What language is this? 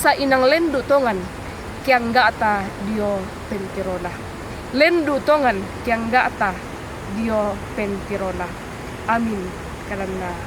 Toraja-Sa'dan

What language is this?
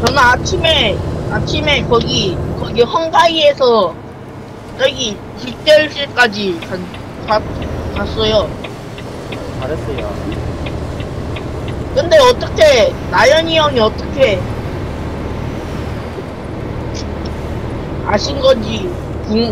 Korean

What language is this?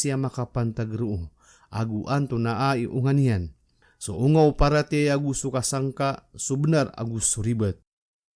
Maranao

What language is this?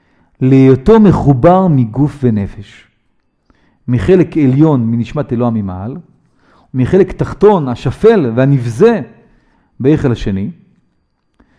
Hebrew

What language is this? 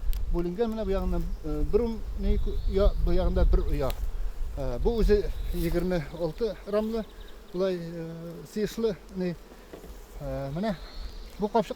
Tatar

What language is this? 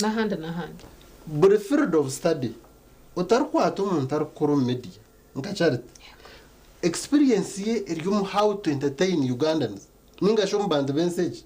Nyankole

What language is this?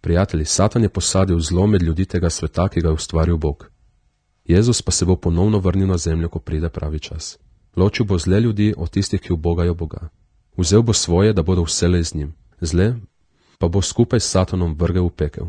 Slovenian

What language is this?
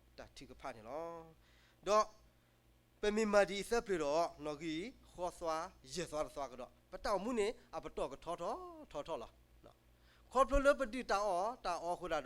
S'gaw Karen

